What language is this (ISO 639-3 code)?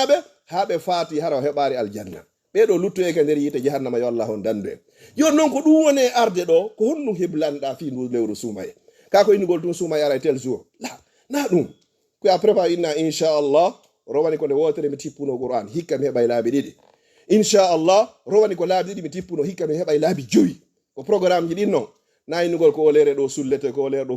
ful